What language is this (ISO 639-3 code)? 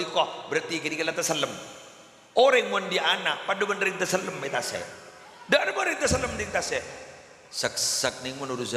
mad